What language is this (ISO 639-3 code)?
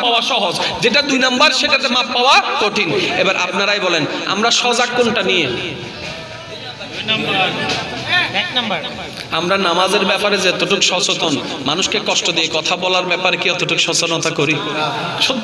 ben